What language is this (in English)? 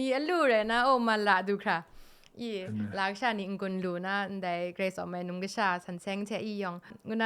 Kachin